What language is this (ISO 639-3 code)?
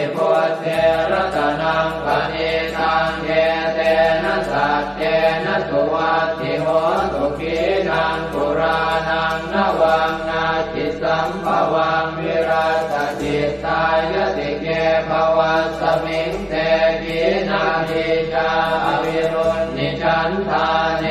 pli